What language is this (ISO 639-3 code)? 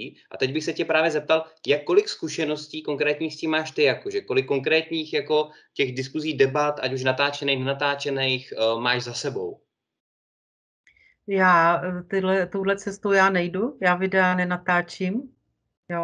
ces